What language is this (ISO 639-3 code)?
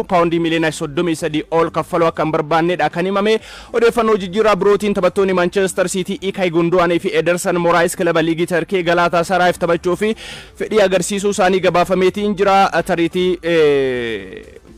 orm